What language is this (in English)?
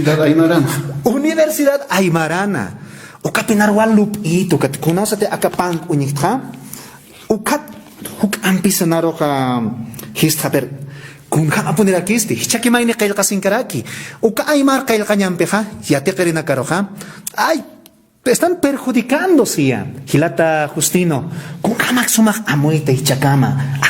Aymara